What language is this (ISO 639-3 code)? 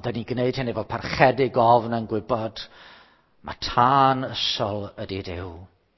cym